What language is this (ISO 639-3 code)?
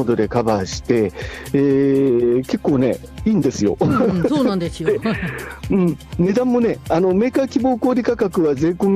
jpn